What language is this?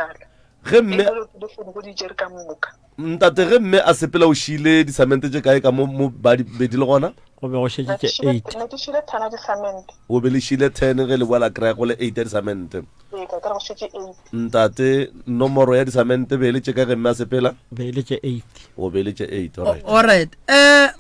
Northern Sotho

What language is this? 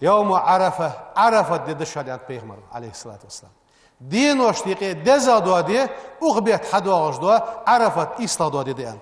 Ingush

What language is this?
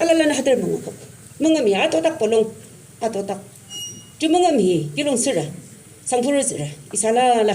Yimchungru Naga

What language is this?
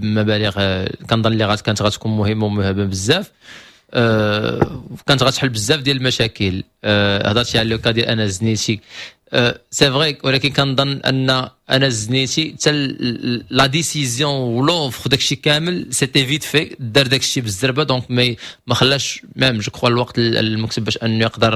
Moroccan Arabic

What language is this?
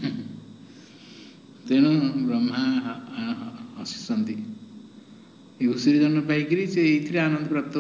Odia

